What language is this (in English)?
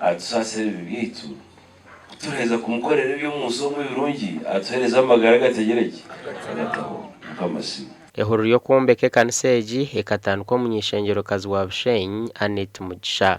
Nyankole